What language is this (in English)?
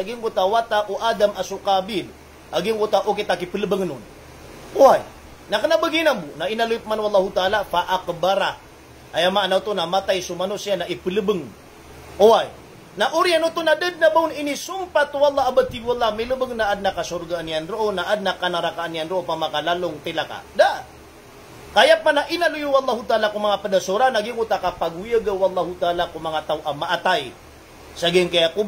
Maranao